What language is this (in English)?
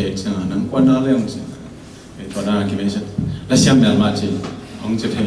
Tedim Chin